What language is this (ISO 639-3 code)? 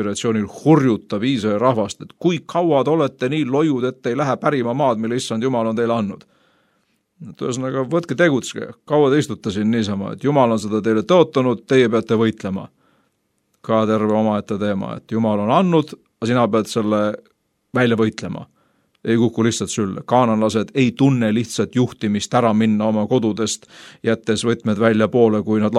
est